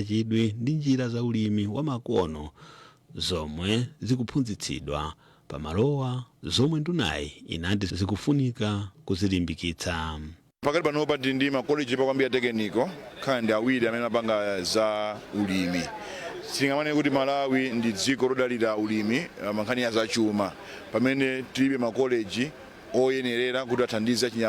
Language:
Nyanja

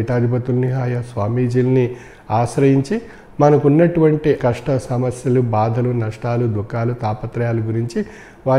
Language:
Telugu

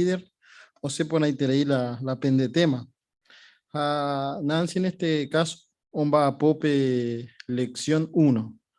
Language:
Guarani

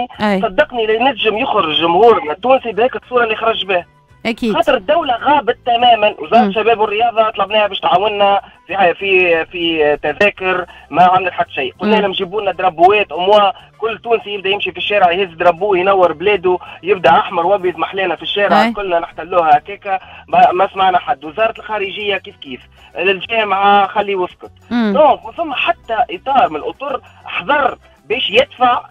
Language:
Tunisian Arabic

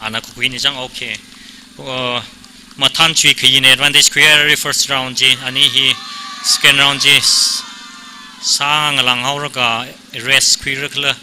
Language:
Tangkhul Naga (India)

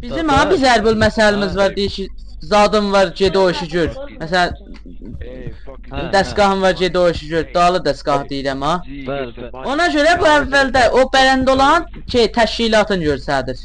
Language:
South Azerbaijani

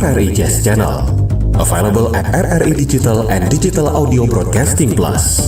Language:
Manado Malay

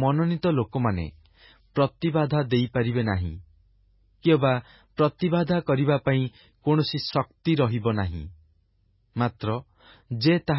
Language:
Odia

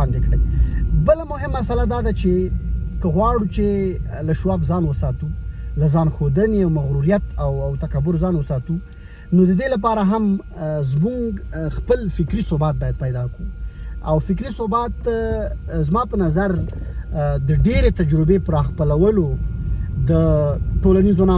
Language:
Pashto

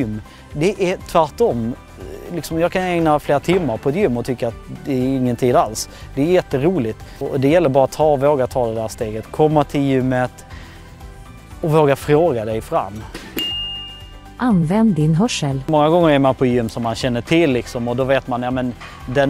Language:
Swedish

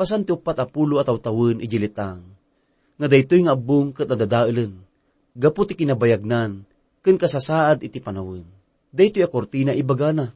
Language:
Iloko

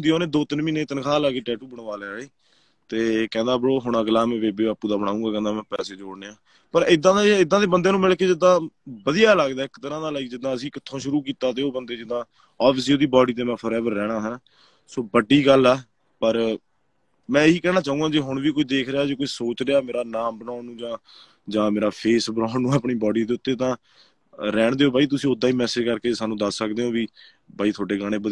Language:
Punjabi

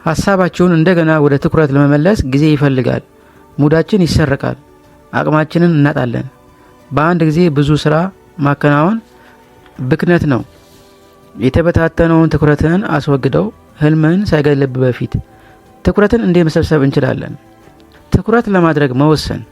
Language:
Amharic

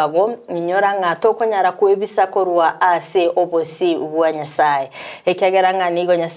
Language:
Gusii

